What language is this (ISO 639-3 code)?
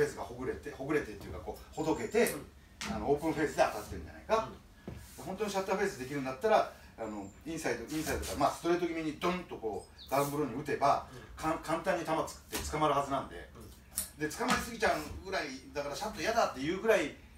jpn